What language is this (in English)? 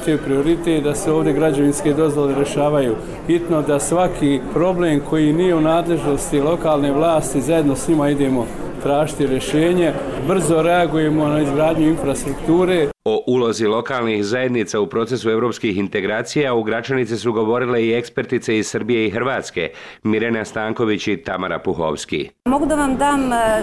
Bosnian